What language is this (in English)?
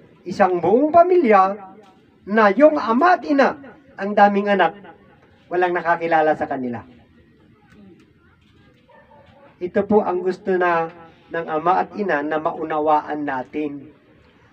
Filipino